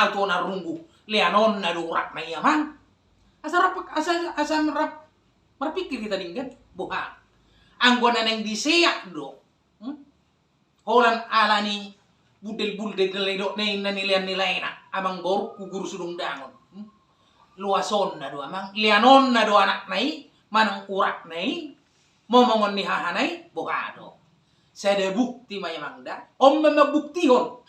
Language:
Batak Toba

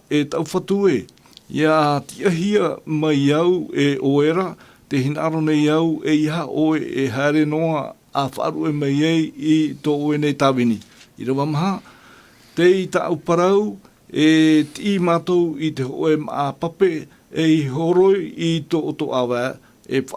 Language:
Tahitian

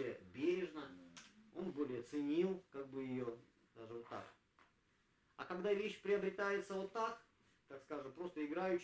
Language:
Russian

